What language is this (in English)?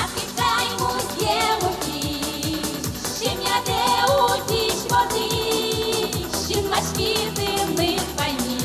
Udmurt